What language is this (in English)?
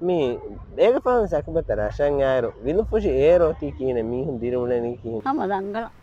Divehi